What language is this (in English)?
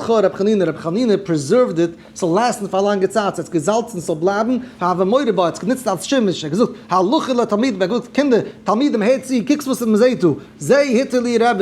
Yiddish